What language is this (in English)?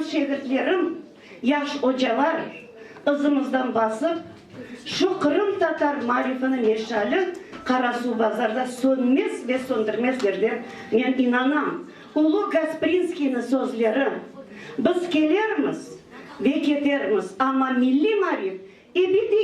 Crimean Tatar